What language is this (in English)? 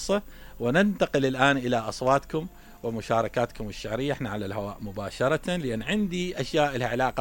Mesopotamian Arabic